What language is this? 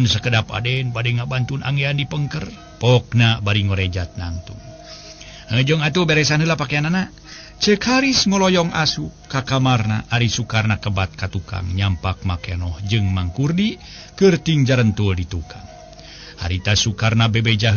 Sundanese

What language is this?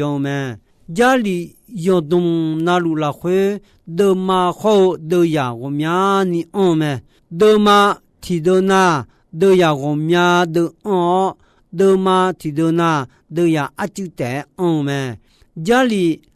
Akha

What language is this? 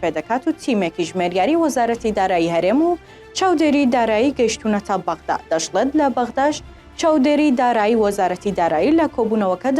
Central Kurdish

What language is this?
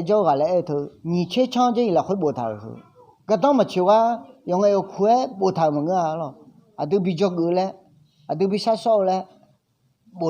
Akha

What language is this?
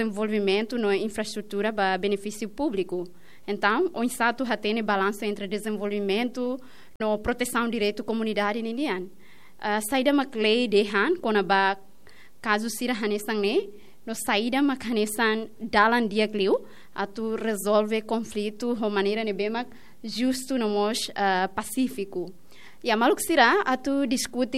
Tetum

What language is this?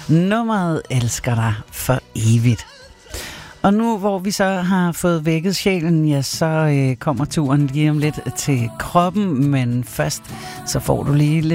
Danish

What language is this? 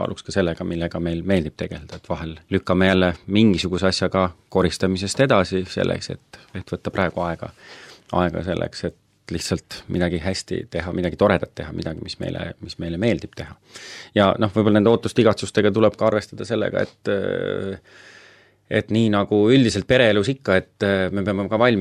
Estonian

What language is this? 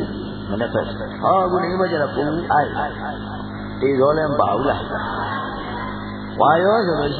Burmese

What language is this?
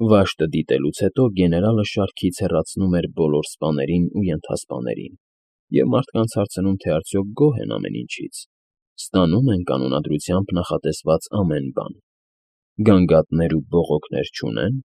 Armenian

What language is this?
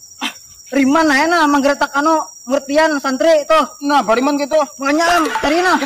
Banjar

